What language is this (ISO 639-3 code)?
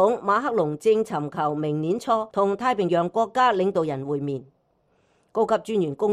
yue